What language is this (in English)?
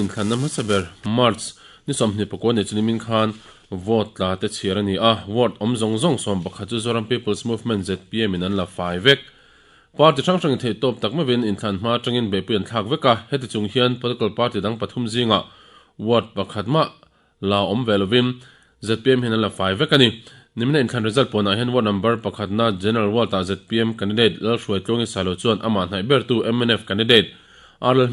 Mizo